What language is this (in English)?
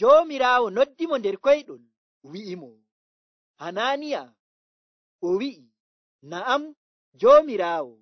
Nigerian Fulfulde